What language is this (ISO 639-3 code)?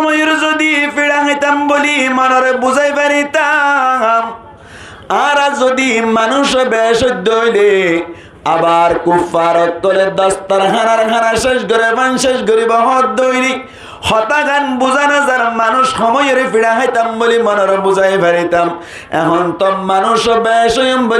rhg